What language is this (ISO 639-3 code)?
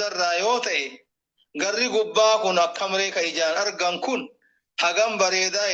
orm